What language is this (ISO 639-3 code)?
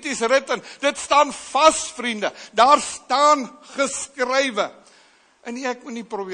afr